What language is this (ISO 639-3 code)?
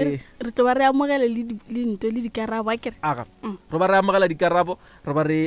nso